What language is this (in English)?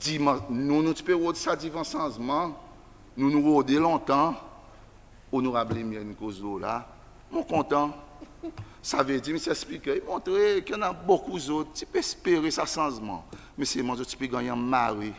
Seselwa Creole French